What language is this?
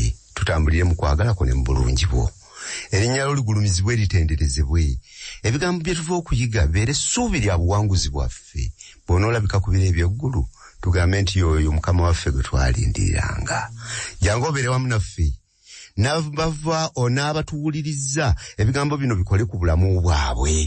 Ganda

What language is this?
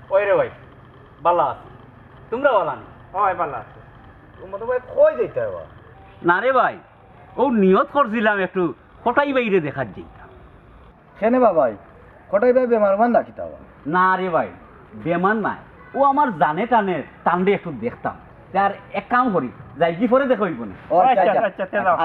Sylheti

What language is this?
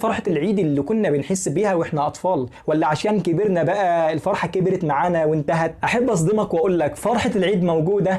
Egyptian Arabic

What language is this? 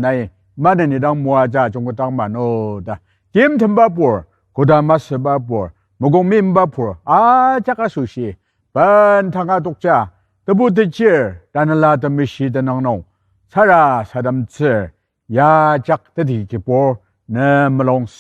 Ao Naga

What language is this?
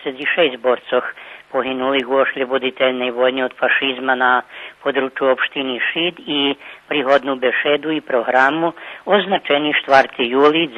Rusyn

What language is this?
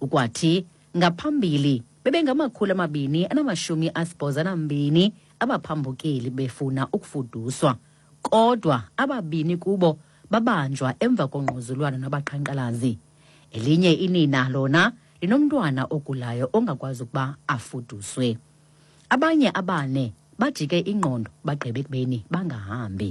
Xhosa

